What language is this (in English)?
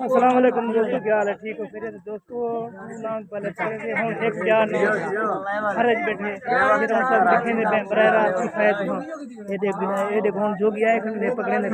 Saraiki